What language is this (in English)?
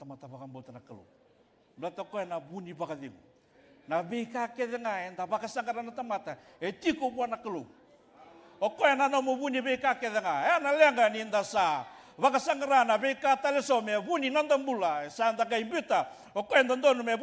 Fijian